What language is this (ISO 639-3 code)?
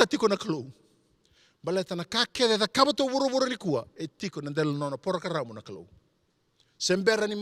fij